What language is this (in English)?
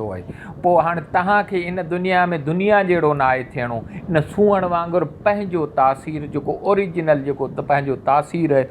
Sindhi